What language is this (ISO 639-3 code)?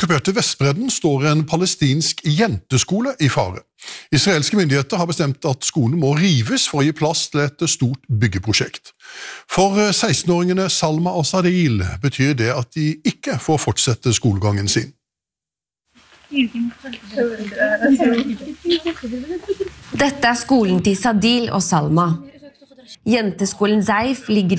nor